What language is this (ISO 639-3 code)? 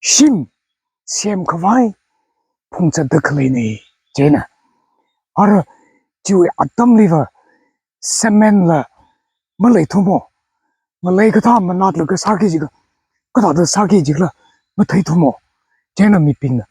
nmf